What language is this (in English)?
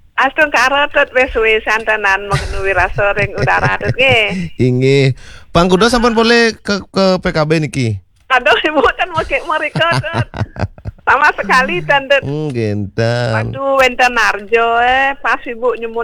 Balinese